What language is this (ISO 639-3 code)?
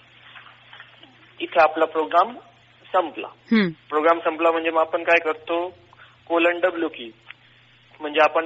mar